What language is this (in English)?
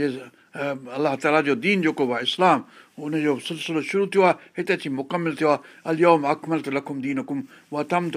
Sindhi